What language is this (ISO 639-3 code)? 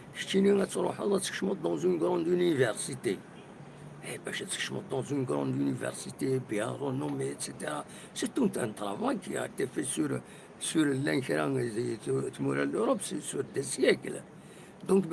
kab